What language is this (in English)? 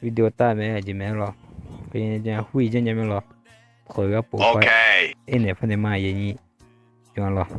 Akha